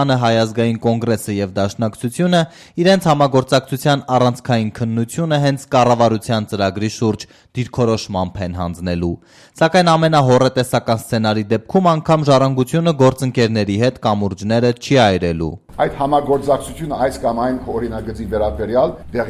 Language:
Armenian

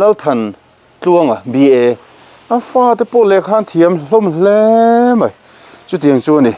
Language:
Mizo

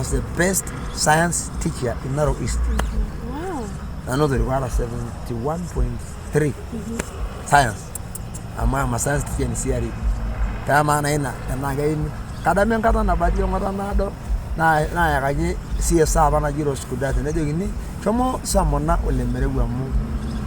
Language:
Masai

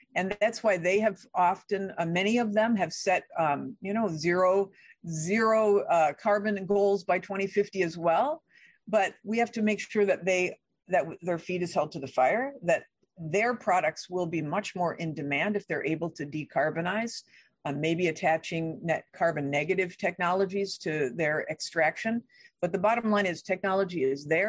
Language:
English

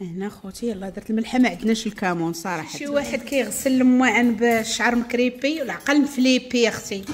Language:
Moroccan Arabic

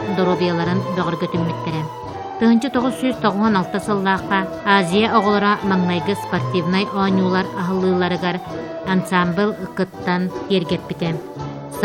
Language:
Yakut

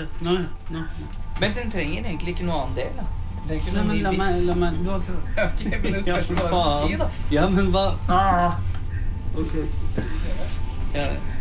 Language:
Norwegian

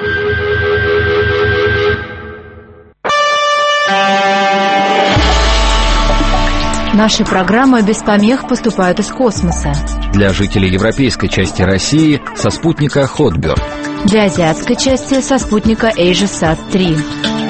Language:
Russian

